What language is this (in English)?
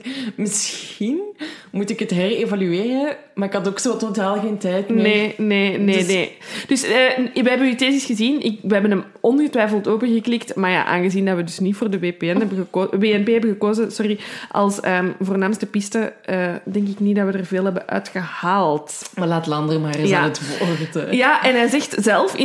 Dutch